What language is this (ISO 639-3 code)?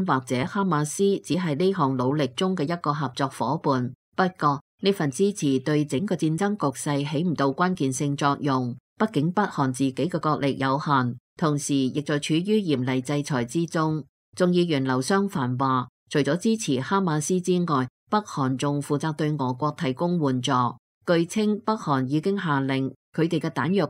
yue